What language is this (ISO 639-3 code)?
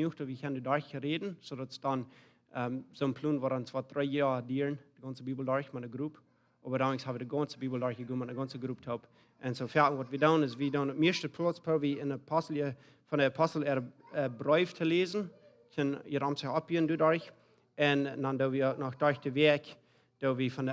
pdt